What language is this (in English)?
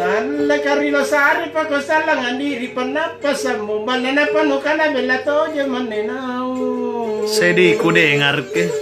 Makasar